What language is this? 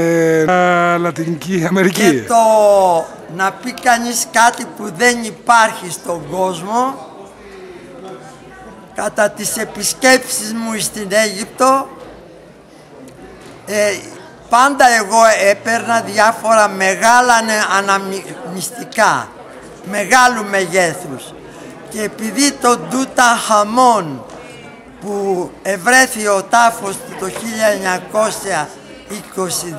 Greek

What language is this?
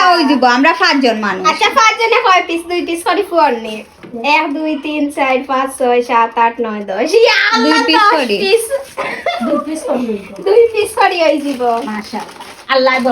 Sylheti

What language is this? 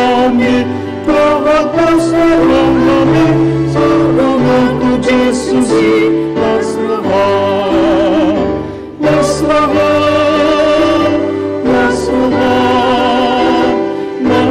Batak Toba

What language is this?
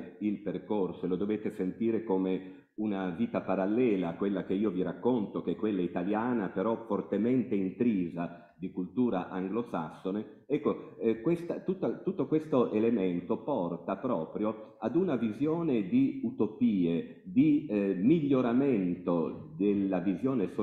Italian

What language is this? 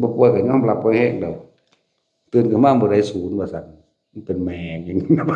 Northeastern Thai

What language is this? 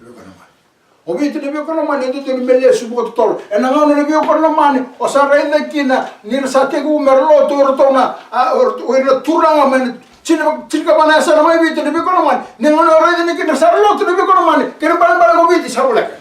Fijian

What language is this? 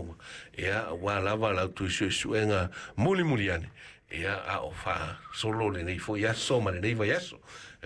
Samoan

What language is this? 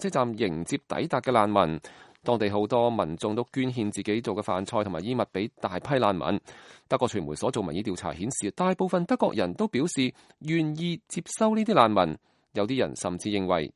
Cantonese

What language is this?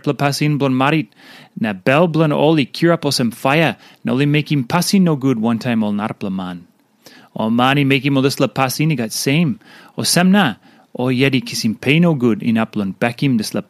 Tok Pisin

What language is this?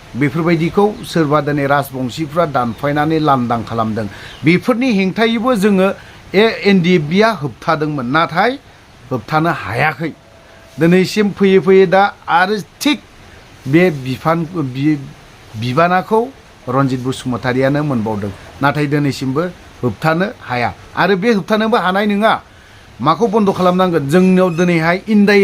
Bodo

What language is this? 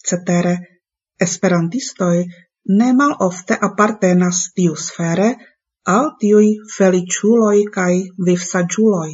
Esperanto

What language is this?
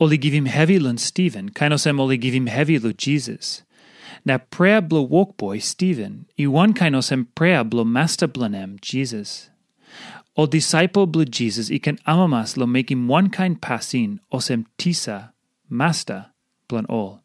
Tok Pisin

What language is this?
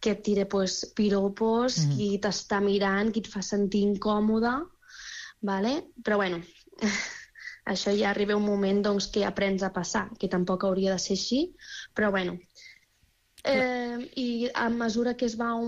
Catalan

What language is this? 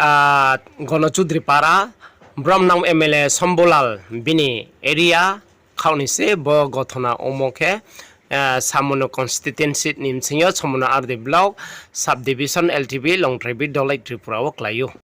Riang (India)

